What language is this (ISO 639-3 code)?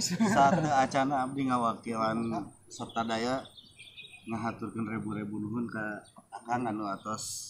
sun